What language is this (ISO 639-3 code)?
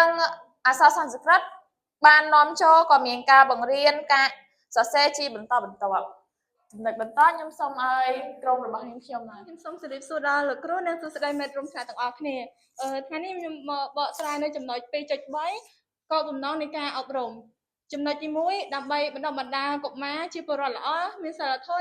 khm